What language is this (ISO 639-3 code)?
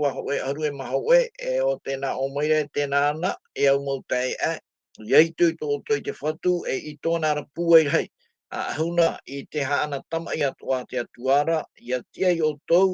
tah